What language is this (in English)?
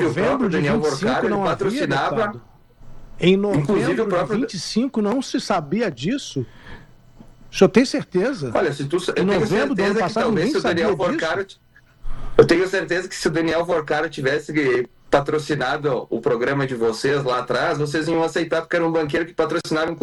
Portuguese